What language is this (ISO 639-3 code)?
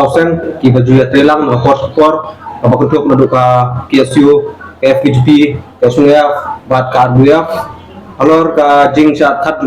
kha